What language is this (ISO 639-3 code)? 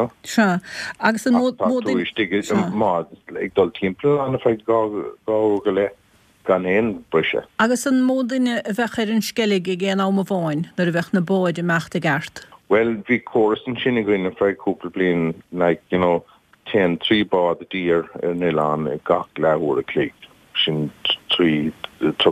gle